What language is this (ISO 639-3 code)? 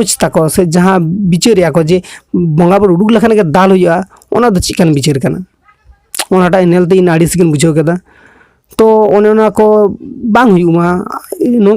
sat